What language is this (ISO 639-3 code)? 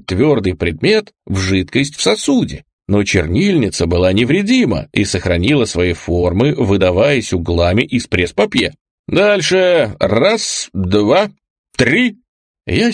rus